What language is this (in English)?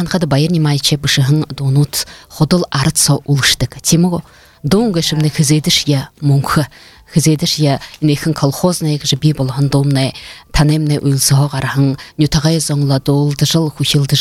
Buriat